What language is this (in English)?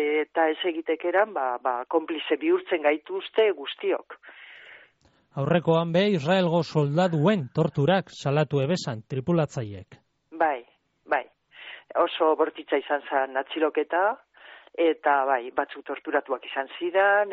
Basque